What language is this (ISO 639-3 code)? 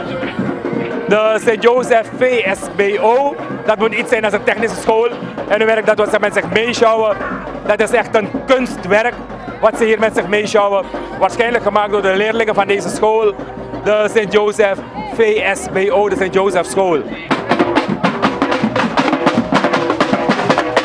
nld